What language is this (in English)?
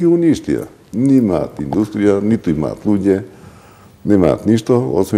Macedonian